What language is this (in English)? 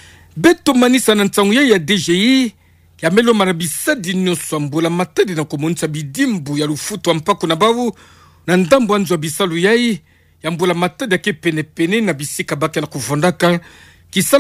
Kituba (Democratic Republic of Congo)